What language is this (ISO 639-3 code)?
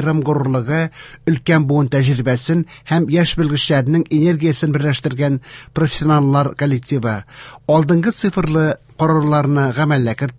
tat